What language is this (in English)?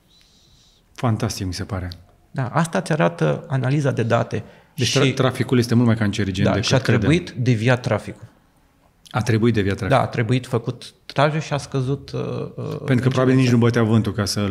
Romanian